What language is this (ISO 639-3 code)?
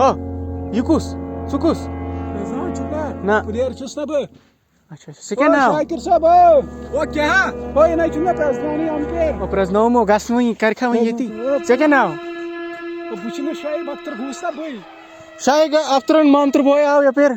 kas